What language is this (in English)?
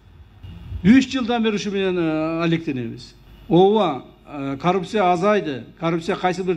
Kyrgyz